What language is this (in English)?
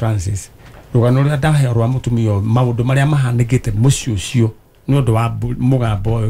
Kikuyu